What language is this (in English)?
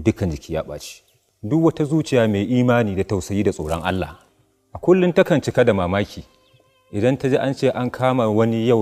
Hausa